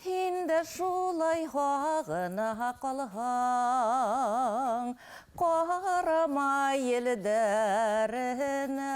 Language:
Bashkir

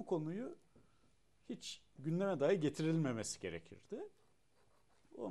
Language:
Turkish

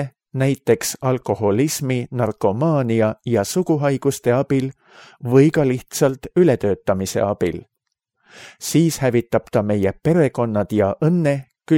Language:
Estonian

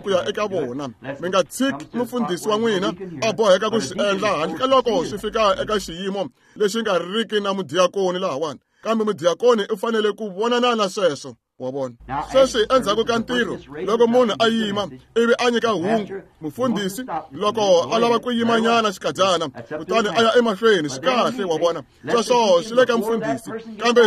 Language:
Tsonga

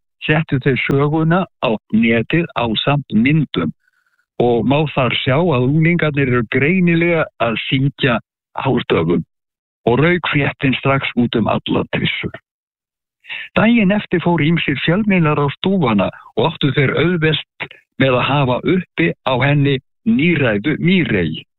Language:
Icelandic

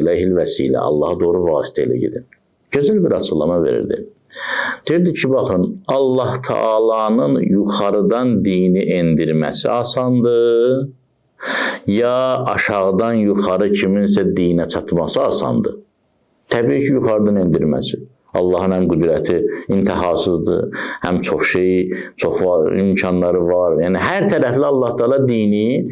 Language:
Azerbaijani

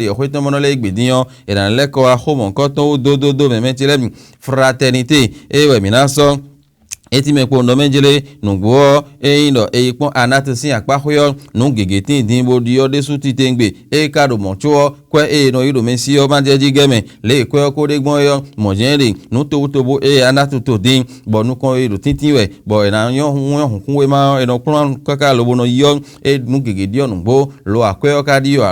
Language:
Fon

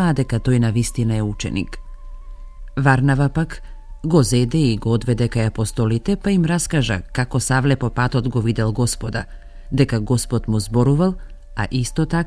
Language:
Macedonian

